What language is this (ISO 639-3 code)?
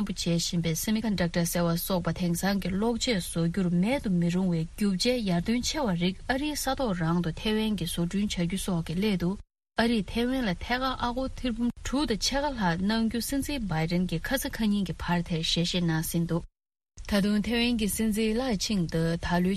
bod